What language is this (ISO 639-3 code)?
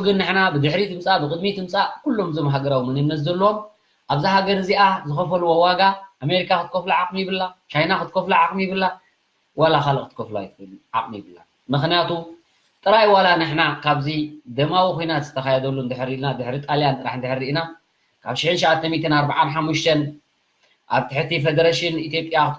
tir